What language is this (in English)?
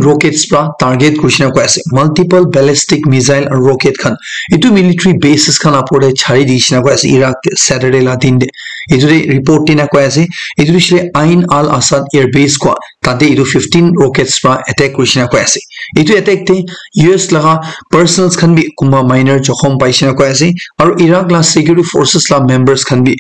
Naga Pidgin